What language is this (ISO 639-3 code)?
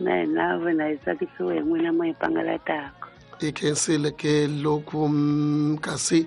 tso